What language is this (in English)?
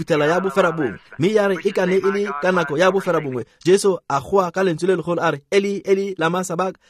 Tswana